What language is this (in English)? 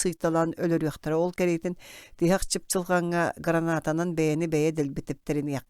Yakut